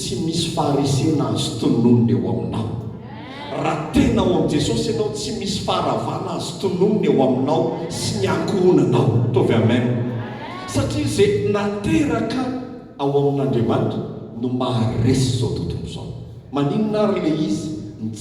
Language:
Malagasy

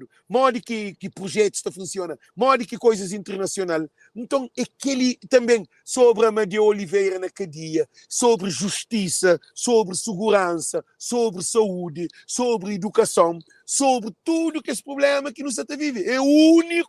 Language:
Kabuverdianu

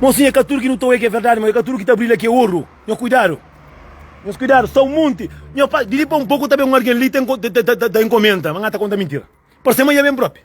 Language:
Kabuverdianu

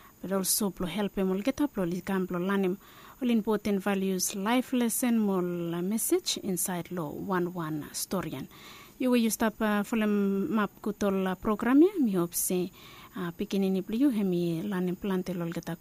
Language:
Bislama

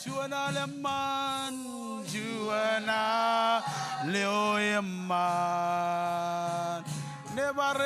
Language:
Marshallese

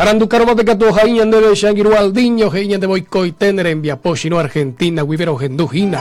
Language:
Guarani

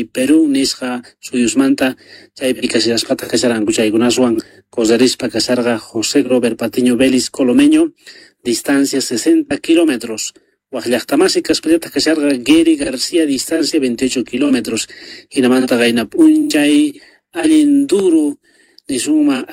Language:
South Bolivian Quechua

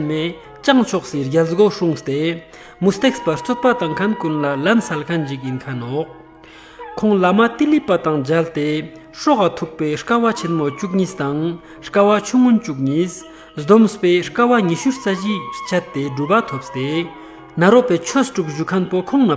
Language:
Ladakhi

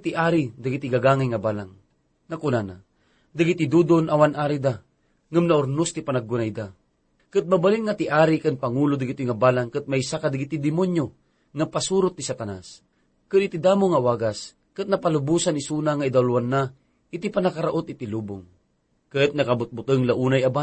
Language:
Iloko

